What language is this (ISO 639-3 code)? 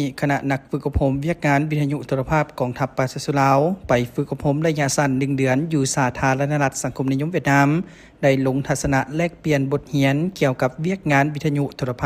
lao